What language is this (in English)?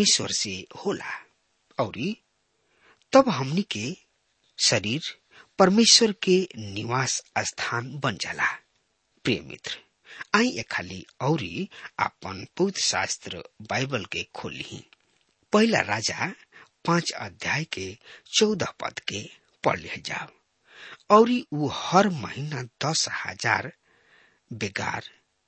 Bhojpuri